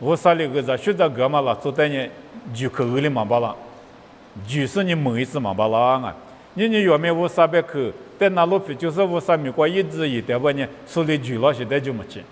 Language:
Lisu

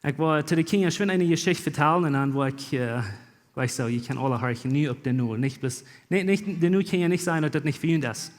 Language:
Plautdietsch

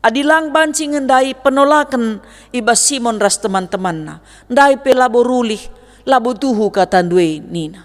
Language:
Batak Karo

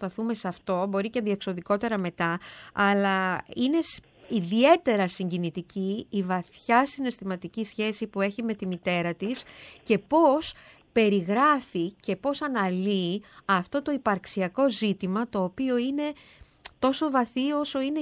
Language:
Greek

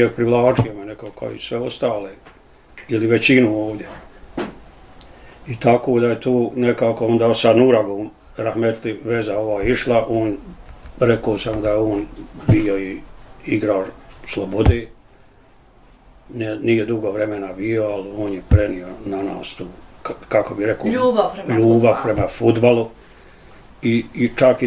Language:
Bosnian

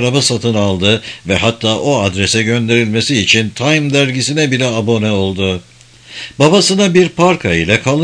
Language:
Turkish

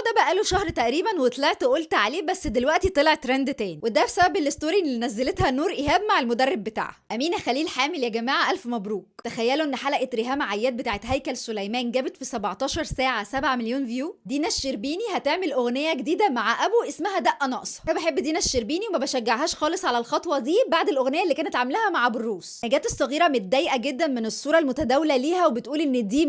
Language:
Egyptian Arabic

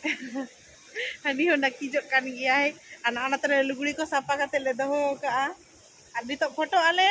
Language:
Santali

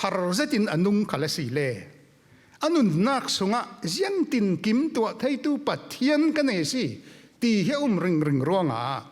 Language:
Falam Chin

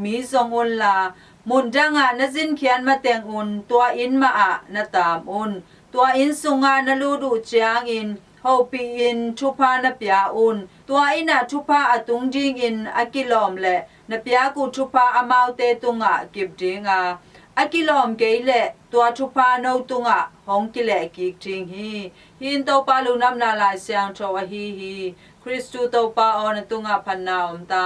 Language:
Tedim Chin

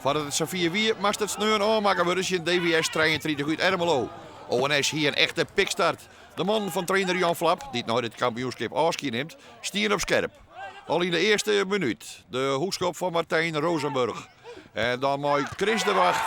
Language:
Western Frisian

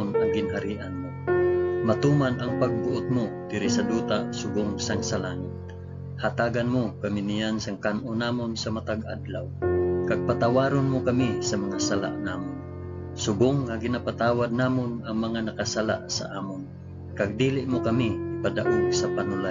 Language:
Hiligaynon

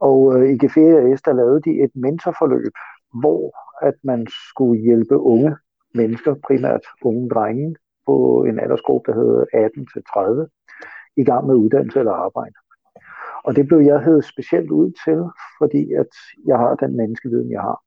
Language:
Danish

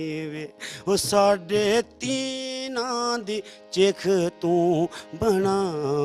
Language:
Dogri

